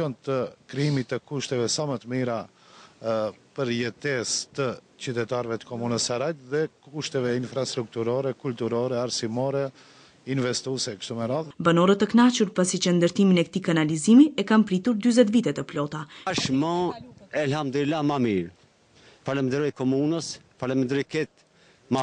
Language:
Albanian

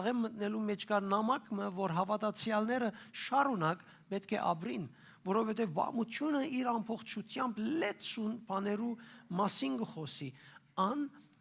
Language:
Western Armenian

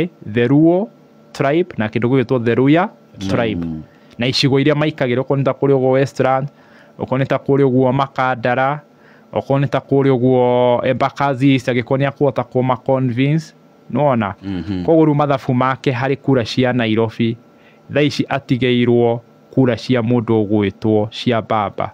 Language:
Kikuyu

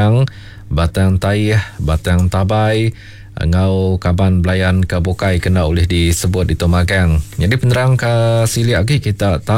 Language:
Iban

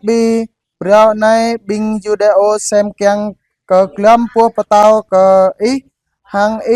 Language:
Jarai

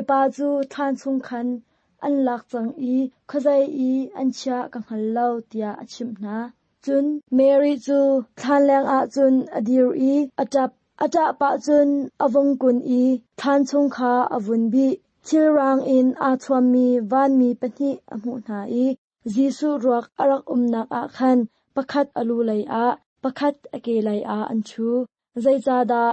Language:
Hakha Chin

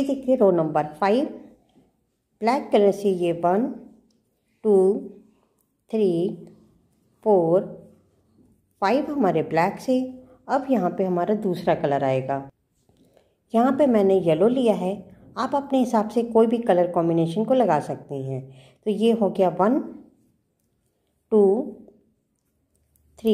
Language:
Hindi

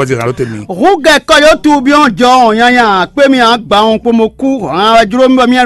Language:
Fon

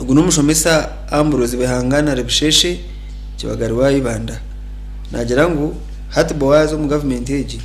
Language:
Nyankole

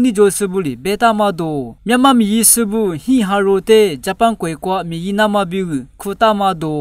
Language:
Lisu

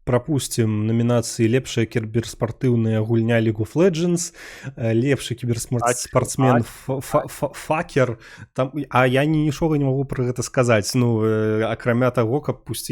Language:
Belarusian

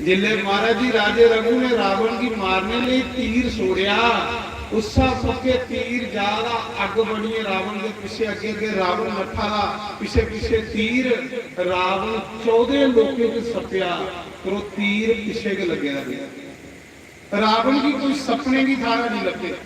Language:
Dogri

